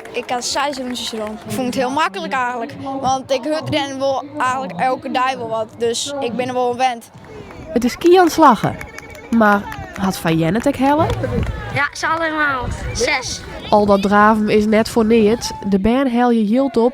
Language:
Western Frisian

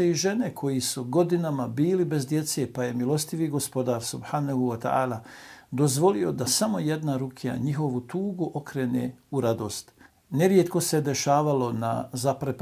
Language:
Bosnian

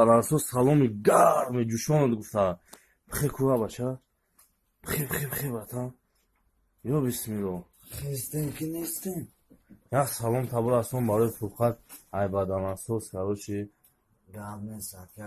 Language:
Tajik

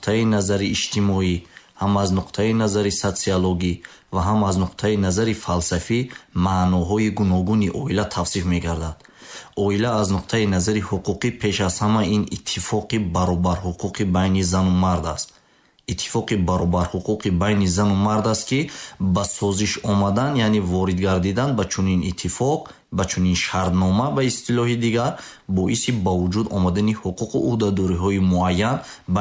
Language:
Tajik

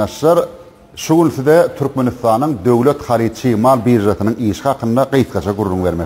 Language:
Turkmen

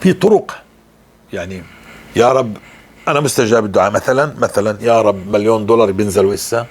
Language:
North Levantine Arabic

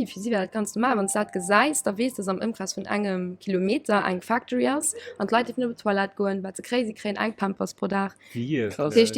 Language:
Luxembourgish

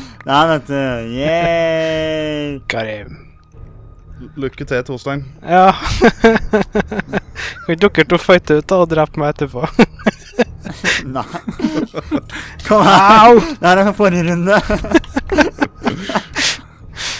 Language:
Norwegian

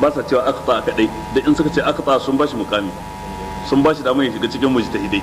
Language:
Hausa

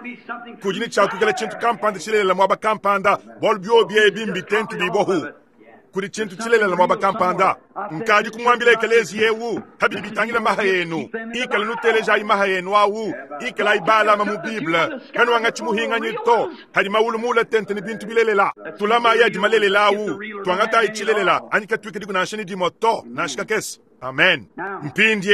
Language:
Luba-Lulua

